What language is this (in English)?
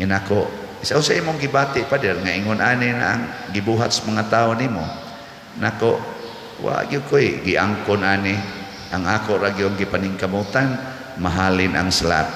Cebuano